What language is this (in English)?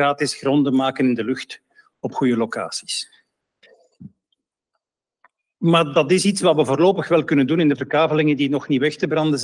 Dutch